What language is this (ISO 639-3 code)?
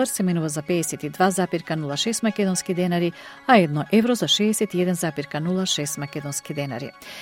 mkd